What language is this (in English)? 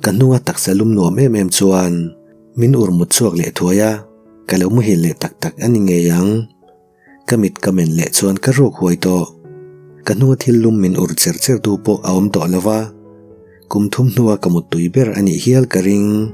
Mizo